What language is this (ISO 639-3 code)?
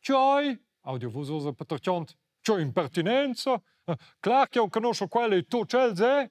roh